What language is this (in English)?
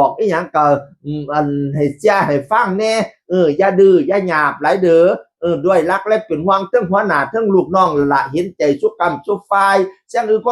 Northeastern Thai